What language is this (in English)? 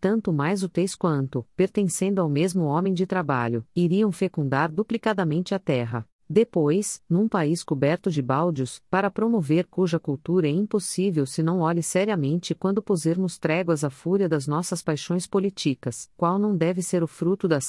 Portuguese